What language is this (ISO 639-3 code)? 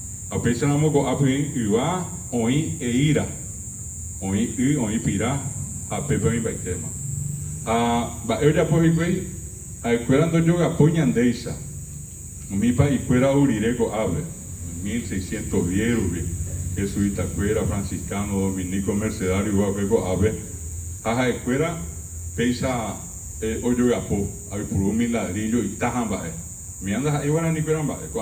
grn